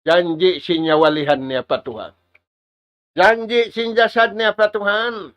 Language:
Tausug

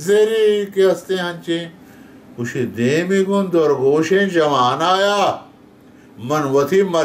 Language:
Baluchi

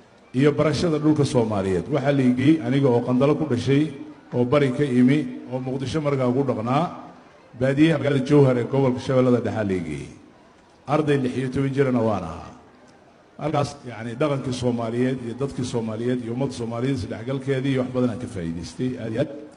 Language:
Somali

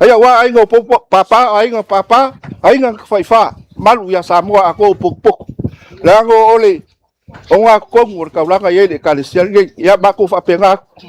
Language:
Samoan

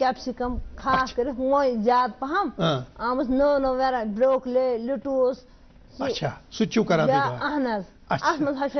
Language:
Kashmiri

